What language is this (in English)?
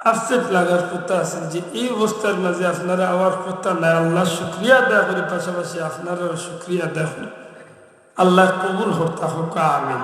Sylheti